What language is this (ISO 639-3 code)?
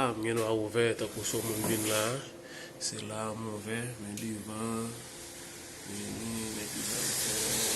hat